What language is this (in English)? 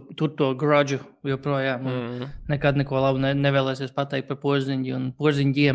Latvian